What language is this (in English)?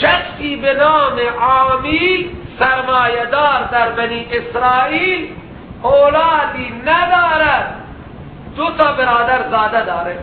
Persian